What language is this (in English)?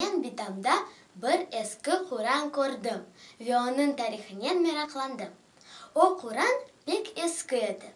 Crimean Tatar